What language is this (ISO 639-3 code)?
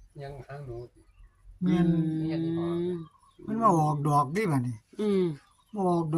tts